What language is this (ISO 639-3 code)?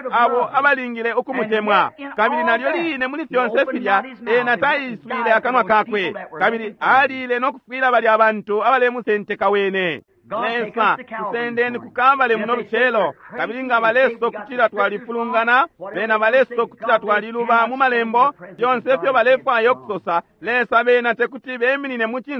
bem